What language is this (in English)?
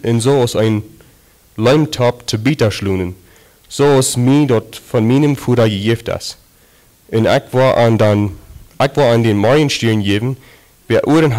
Plautdietsch